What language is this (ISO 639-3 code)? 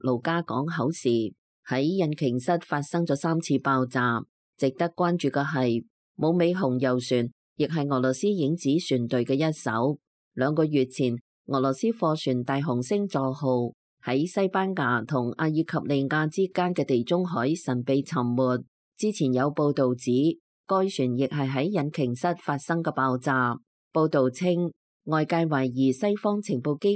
yue